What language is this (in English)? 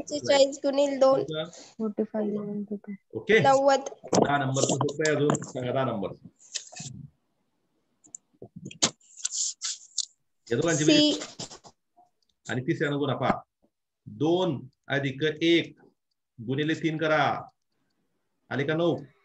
Marathi